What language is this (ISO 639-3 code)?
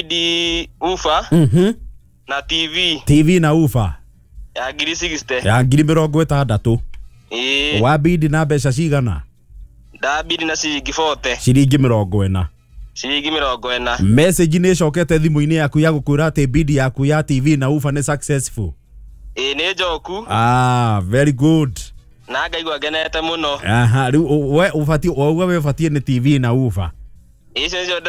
kik